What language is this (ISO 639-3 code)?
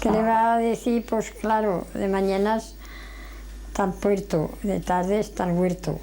arg